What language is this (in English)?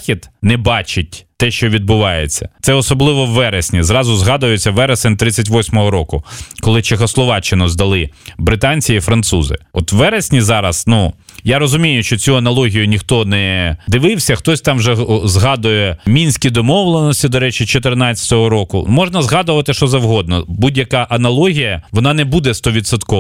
Ukrainian